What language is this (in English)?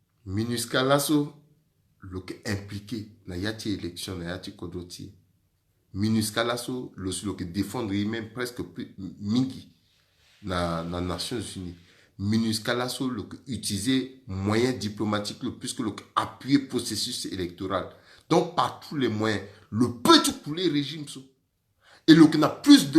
Sango